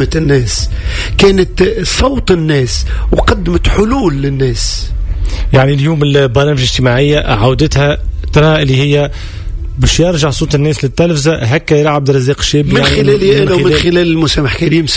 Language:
Tunisian Arabic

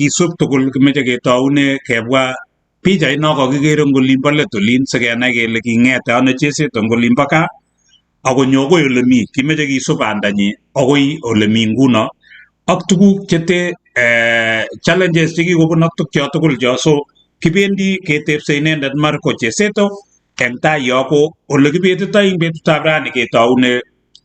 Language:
Kalenjin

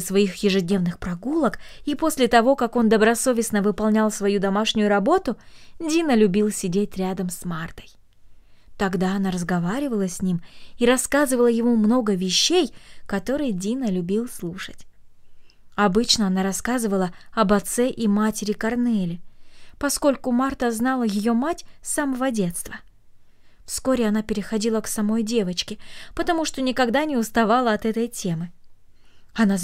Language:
Russian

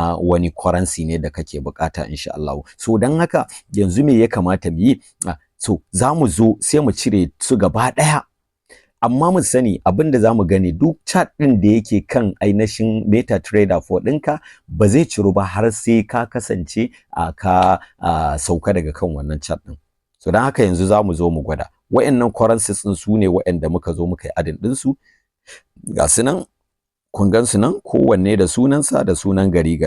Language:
Hausa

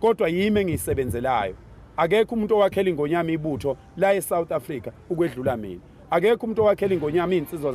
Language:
Zulu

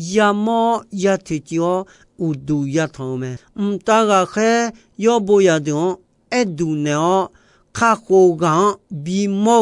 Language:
Akha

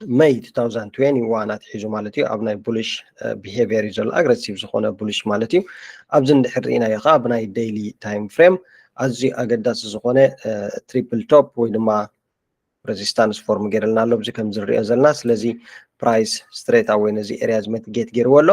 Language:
Tigrinya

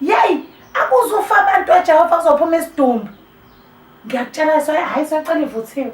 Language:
Zulu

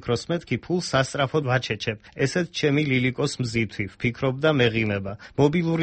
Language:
Georgian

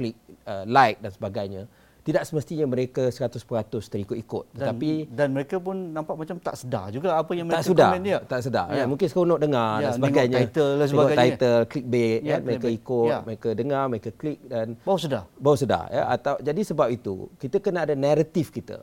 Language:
Malay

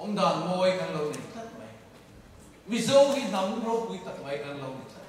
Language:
Mizo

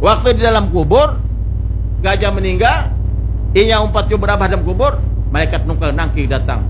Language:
Banjar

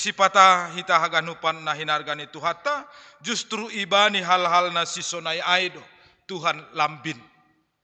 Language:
Batak Simalungun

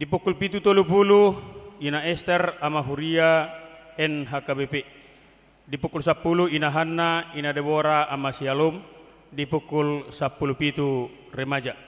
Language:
Batak Toba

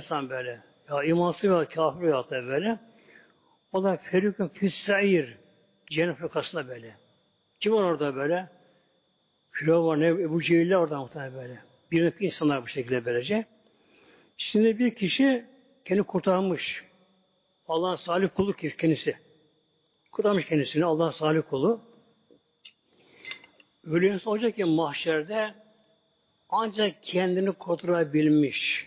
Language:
Turkish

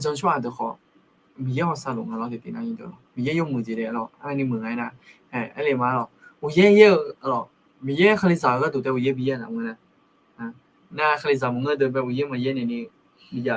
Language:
Akha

